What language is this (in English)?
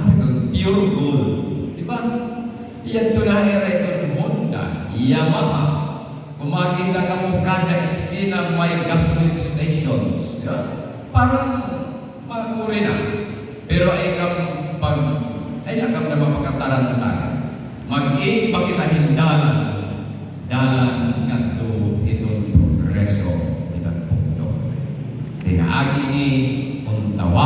Waray